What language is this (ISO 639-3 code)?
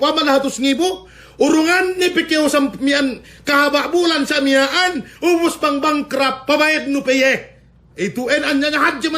yka